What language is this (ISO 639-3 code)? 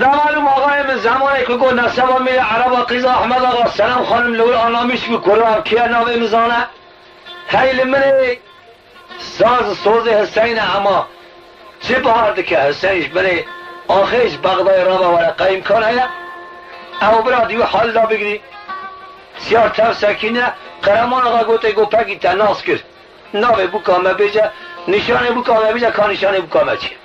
kur